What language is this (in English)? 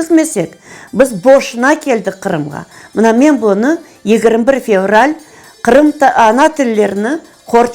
Crimean Tatar